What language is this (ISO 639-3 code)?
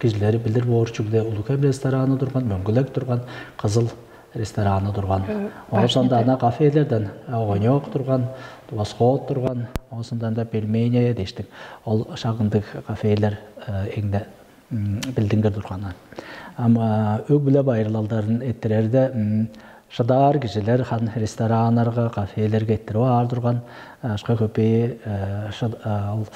tyv